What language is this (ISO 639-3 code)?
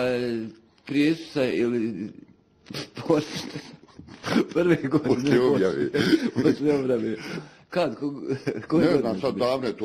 bos